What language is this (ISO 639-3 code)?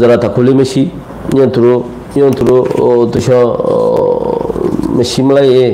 rhg